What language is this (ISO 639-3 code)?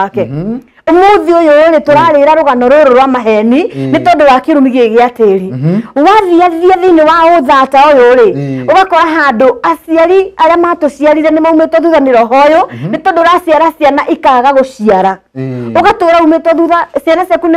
kik